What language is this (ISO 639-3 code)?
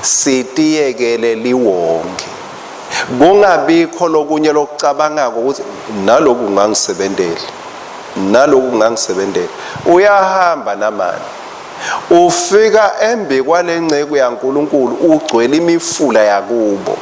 ssw